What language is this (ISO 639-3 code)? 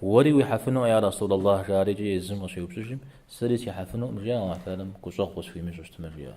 kbd